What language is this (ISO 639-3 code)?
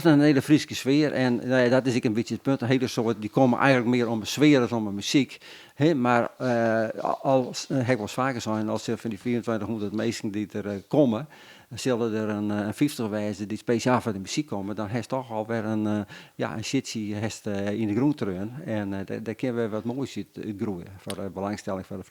fry